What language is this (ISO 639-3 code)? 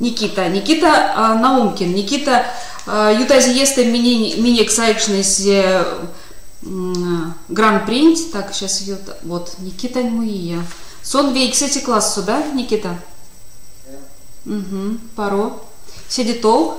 myv